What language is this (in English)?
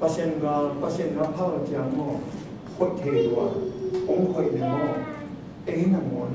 Tedim Chin